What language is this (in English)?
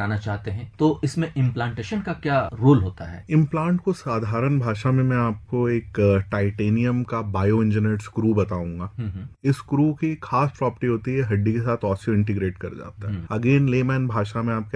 Hindi